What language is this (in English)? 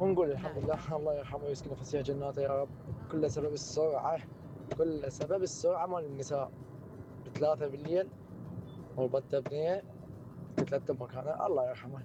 Mesopotamian Arabic